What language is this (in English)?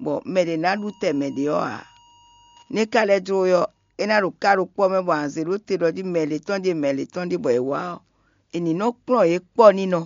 Fon